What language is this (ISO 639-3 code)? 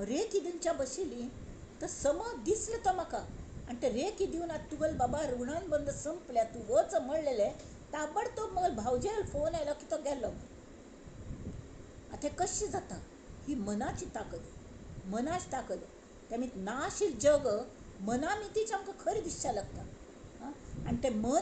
kok